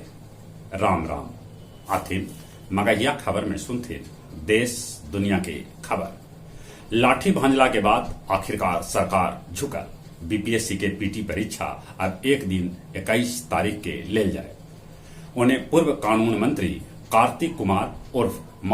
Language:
Magahi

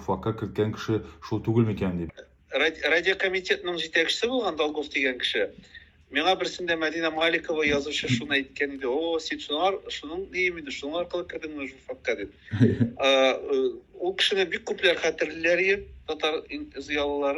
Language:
Tatar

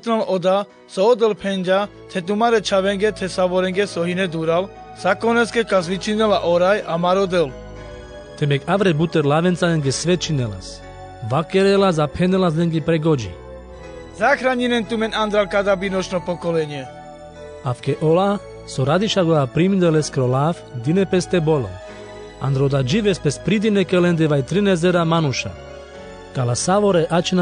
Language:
Carpathian Romani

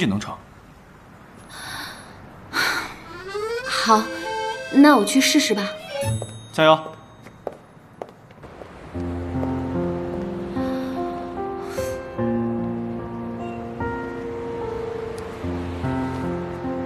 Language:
Chinese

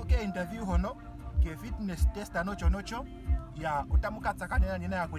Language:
Ndonga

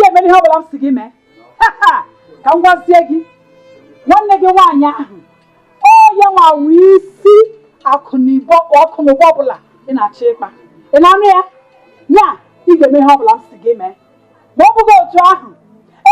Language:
Igbo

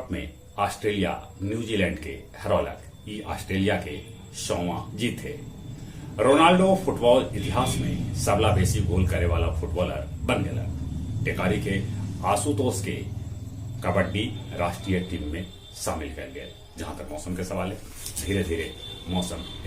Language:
Magahi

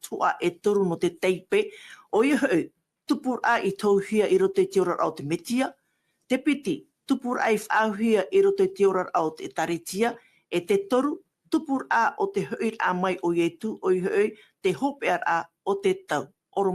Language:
Tahitian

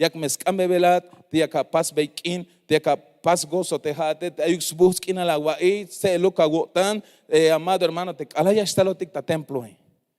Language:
Tzeltal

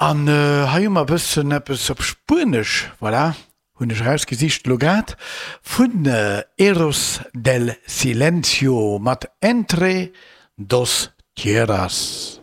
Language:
Luxembourgish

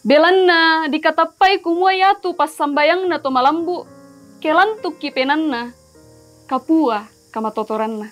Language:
Toraja-Sa'dan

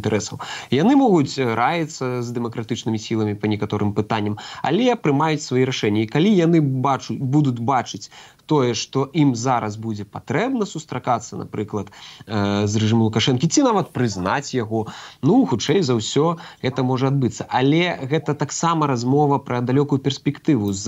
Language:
Belarusian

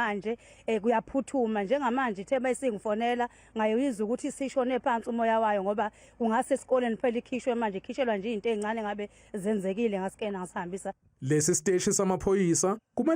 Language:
Zulu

